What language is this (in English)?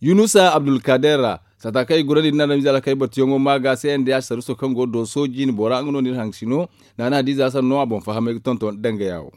Zarma